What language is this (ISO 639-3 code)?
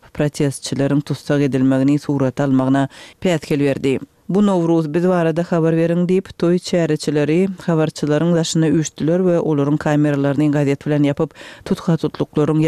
tuk